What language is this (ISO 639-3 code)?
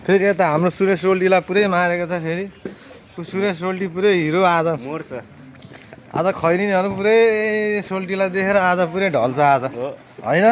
nep